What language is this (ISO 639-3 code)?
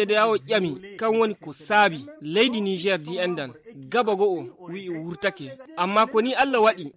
ful